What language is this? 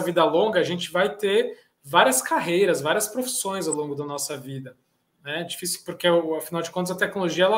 Portuguese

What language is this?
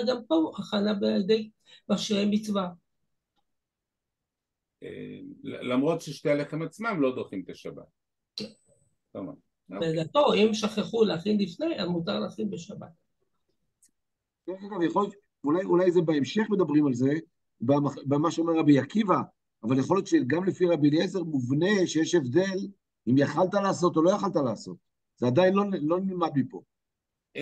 Hebrew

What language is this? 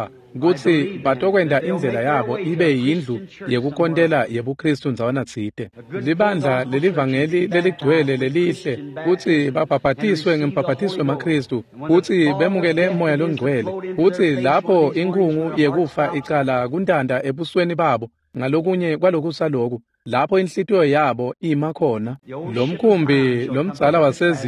Swati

